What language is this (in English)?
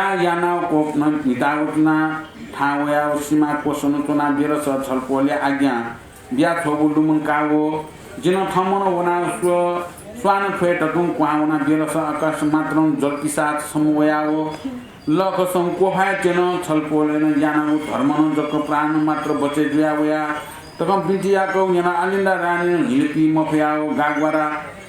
Newari